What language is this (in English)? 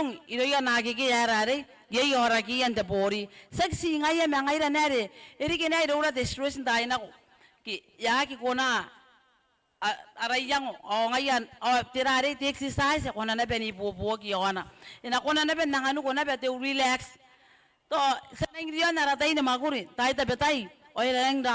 Gilbertese